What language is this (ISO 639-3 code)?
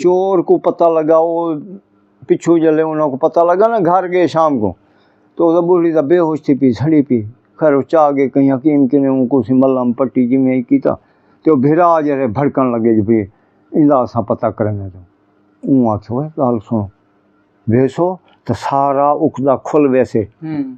skr